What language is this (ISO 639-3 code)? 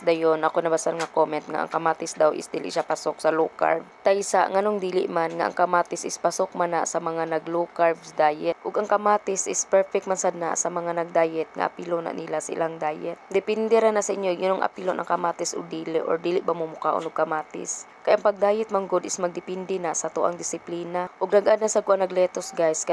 ceb